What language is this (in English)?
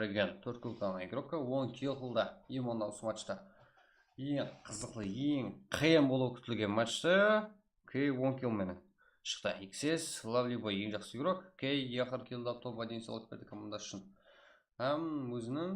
Kara-Kalpak